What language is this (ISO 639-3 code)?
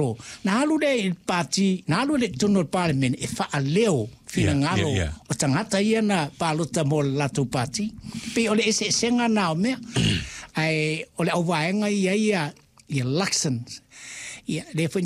smo